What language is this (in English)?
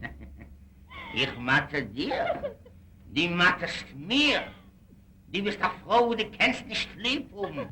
Yiddish